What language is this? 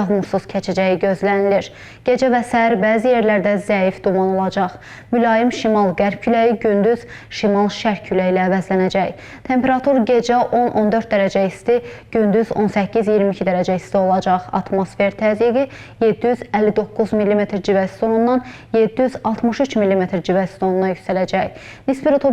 Azerbaijani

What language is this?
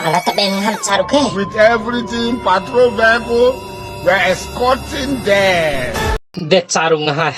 Bima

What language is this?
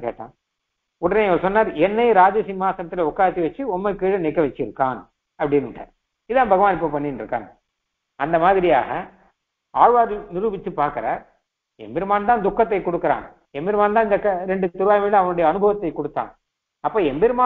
Tamil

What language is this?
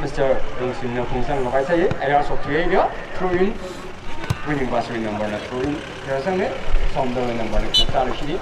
Tangkhul Naga (India)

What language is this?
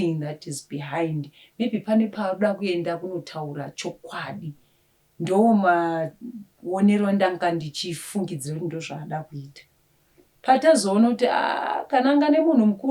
Shona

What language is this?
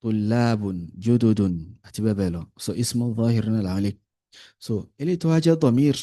Yoruba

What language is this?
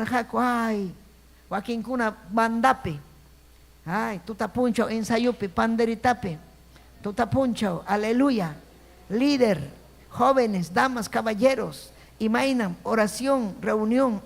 Ayacucho Quechua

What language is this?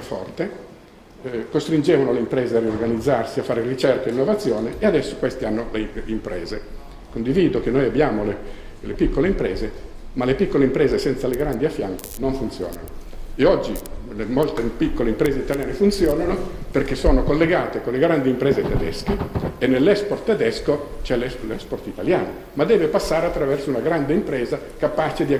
Italian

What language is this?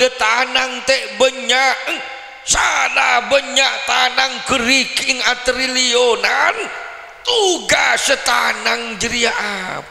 Madurese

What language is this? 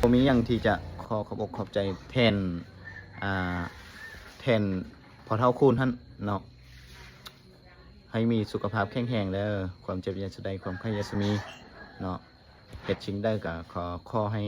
Lao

